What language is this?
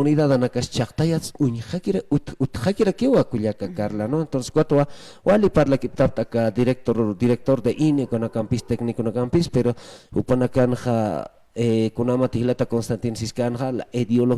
Aymara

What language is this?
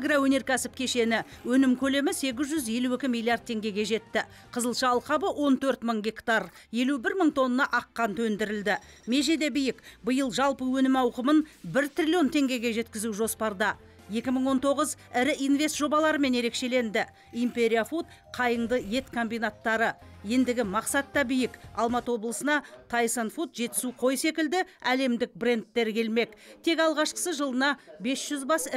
Kazakh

